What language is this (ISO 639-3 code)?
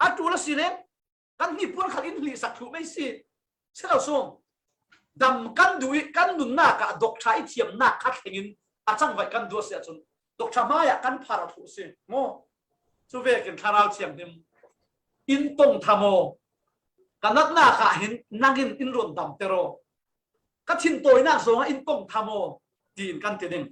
cfm